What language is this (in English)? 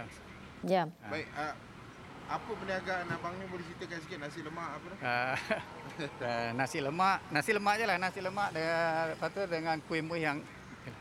Malay